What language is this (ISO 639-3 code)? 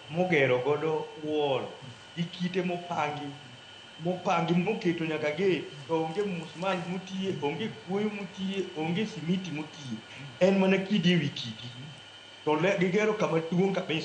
luo